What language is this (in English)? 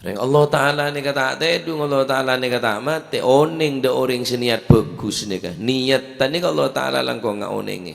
Madurese